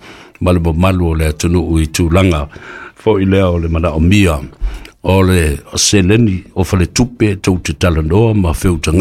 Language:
Samoan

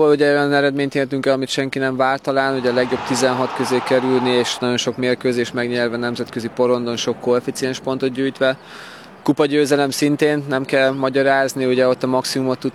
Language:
Hungarian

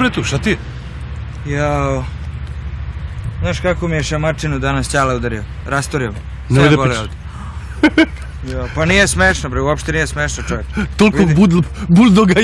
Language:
Serbian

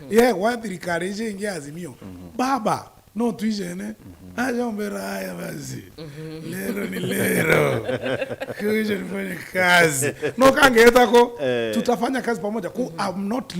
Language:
Meru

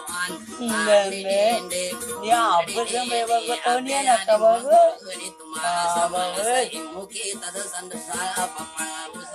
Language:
Indonesian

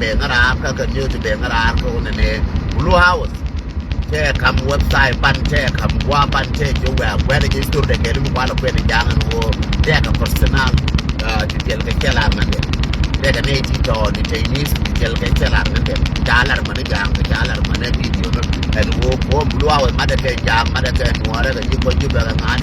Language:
Nuer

